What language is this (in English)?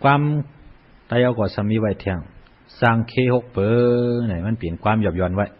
Shan